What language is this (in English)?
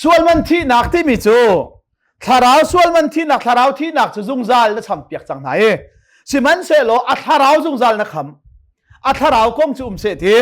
Hakha Chin